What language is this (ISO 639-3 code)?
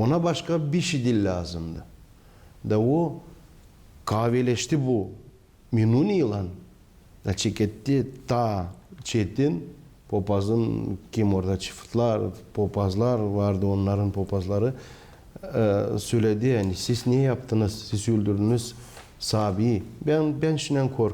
gag